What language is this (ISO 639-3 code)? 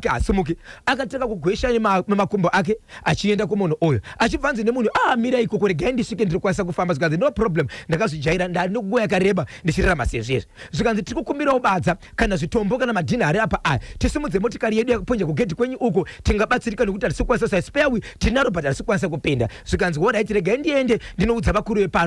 sna